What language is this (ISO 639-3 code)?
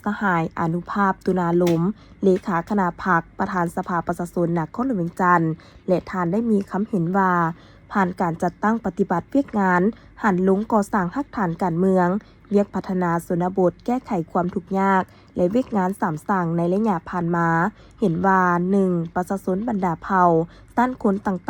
lao